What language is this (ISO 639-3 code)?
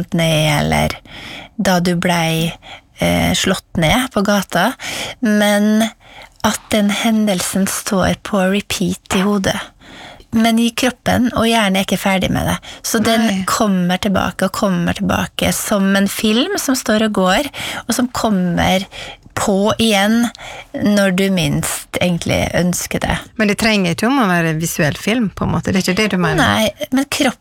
nor